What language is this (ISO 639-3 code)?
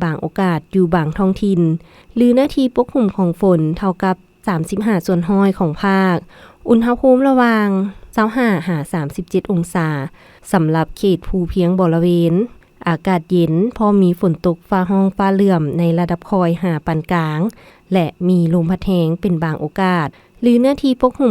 lao